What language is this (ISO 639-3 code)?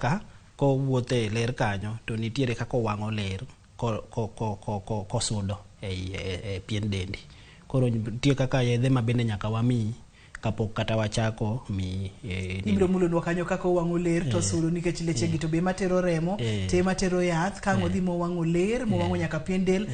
luo